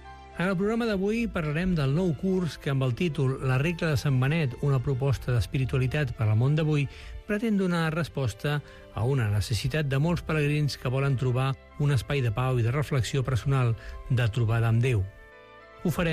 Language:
Catalan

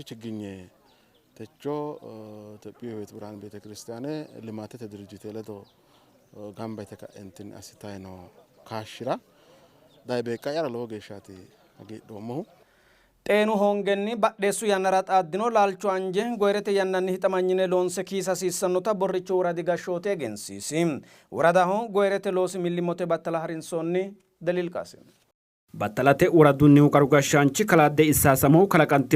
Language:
Sidamo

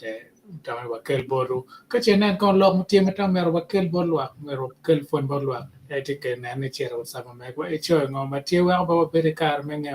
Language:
Acoli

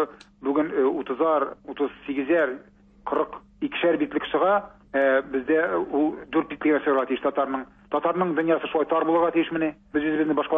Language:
Tatar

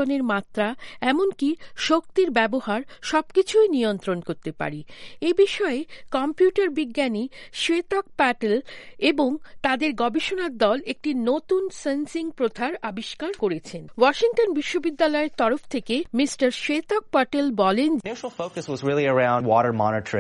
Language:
Bangla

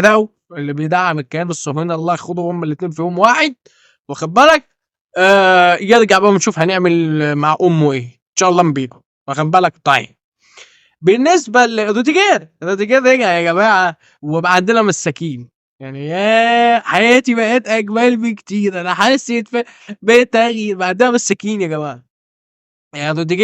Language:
Egyptian Arabic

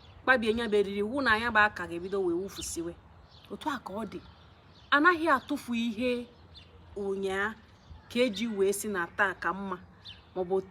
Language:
Igbo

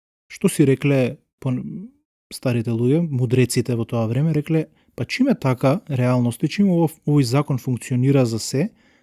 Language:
Macedonian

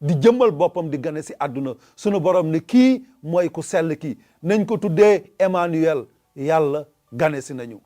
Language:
Wolof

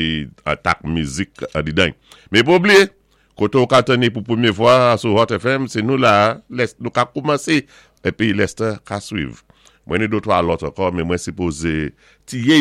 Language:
Saint Lucian Creole French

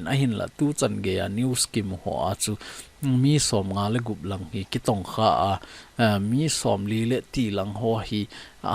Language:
Thado Chin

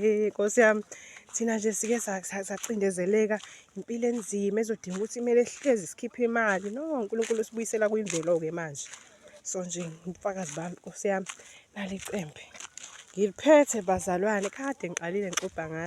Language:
Zulu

